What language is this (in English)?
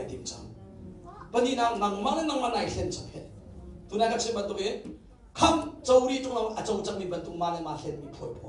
Hakha Chin